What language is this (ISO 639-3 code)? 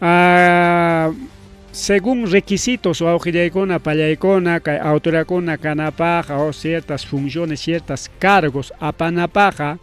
quy